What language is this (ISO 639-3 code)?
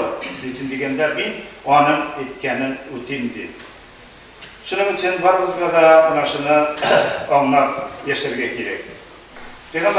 tat